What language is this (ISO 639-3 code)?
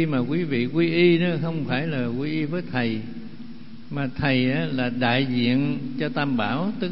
vie